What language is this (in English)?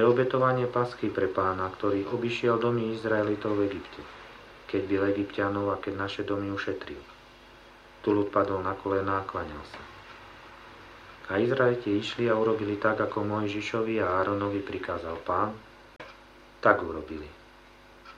Slovak